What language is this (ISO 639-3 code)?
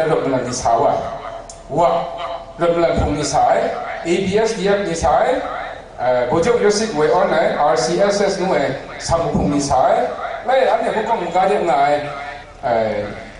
kac